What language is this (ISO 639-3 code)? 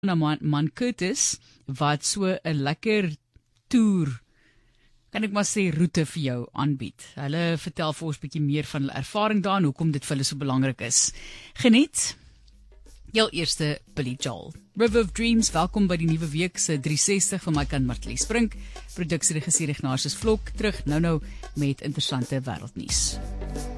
afr